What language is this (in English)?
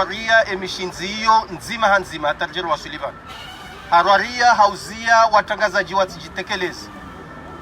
Ngazidja Comorian